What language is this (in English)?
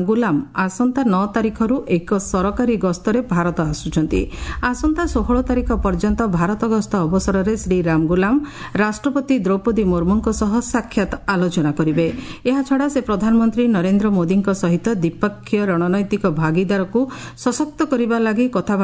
Odia